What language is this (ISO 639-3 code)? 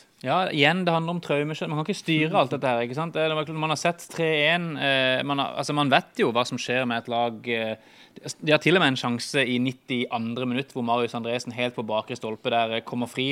nor